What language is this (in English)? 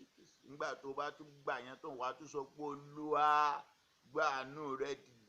Yoruba